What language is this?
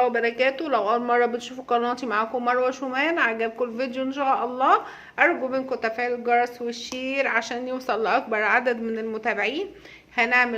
Egyptian Arabic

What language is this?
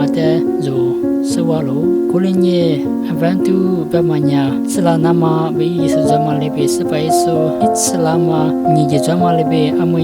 Lisu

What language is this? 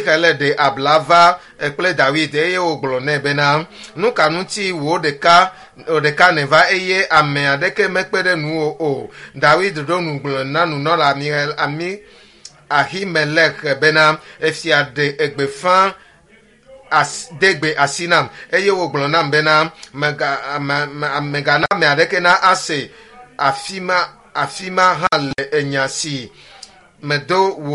Ewe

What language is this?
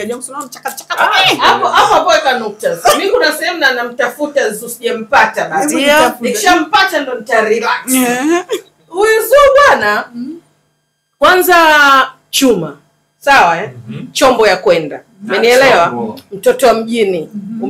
Swahili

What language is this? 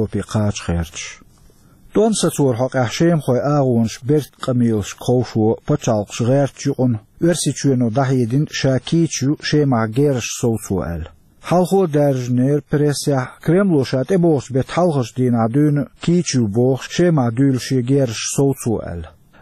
Chechen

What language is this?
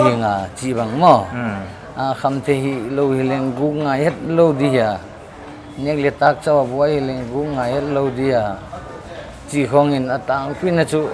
Paite Chin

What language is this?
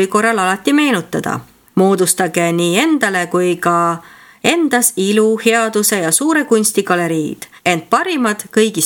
Estonian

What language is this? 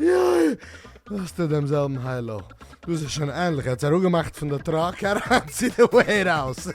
Yiddish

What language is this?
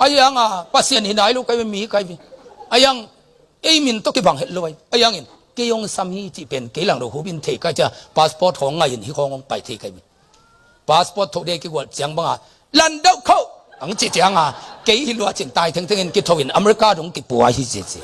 Tedim Chin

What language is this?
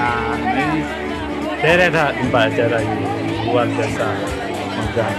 Achinese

